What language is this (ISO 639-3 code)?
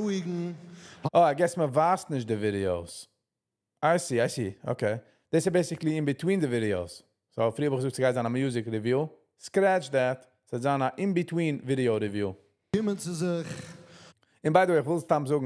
yid